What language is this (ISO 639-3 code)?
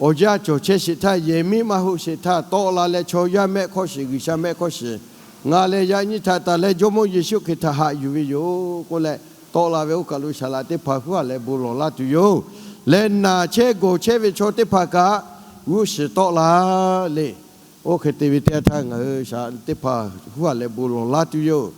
lhu